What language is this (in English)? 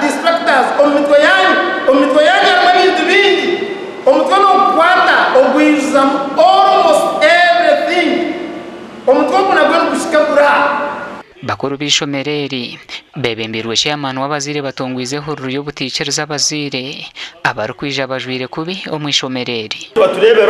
Nyankole